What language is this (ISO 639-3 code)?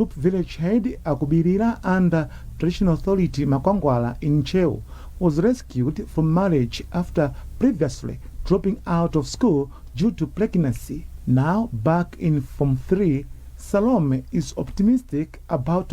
eng